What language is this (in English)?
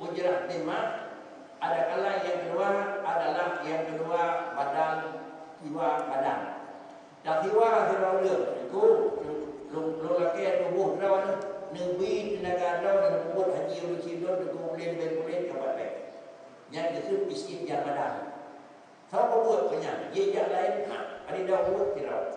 Achinese